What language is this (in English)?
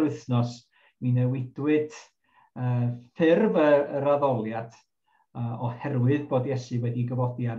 Welsh